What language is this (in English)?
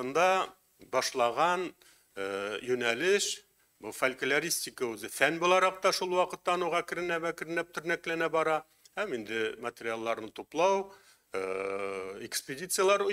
Tatar